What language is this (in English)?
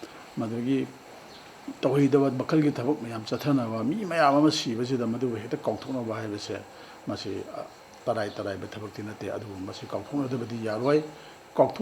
Manipuri